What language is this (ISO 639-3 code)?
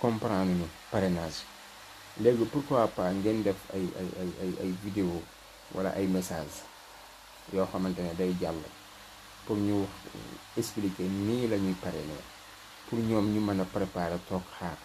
wol